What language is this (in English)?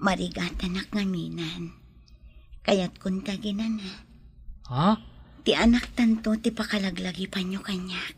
Iloko